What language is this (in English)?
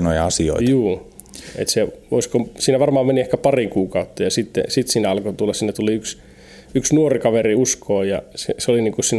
Finnish